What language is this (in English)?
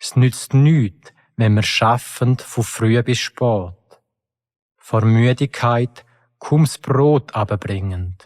Swiss German